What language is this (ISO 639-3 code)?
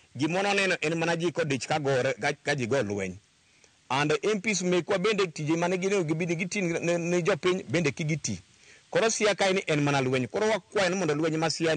luo